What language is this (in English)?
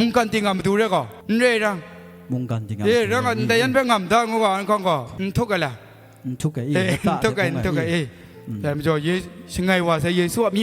Kachin